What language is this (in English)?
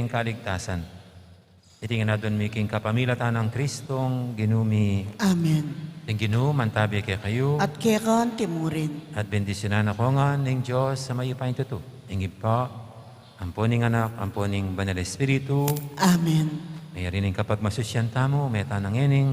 Pampanga